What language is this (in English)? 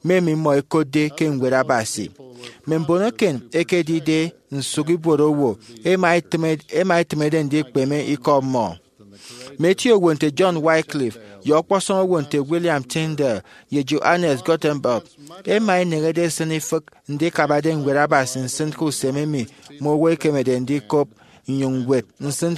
Efik